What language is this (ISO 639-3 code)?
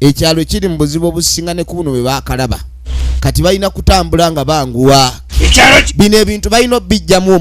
lug